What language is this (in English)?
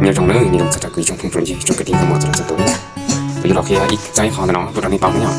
Hmong